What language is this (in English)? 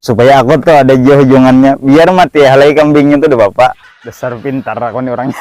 Banjar